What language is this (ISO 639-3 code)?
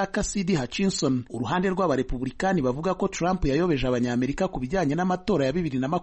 kin